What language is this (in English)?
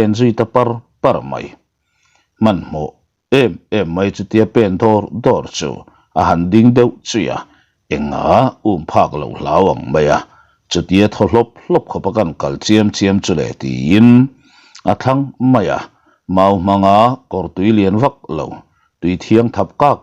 Mizo